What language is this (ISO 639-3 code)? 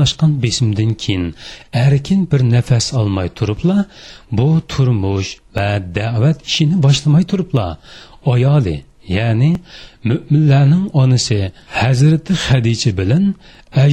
uig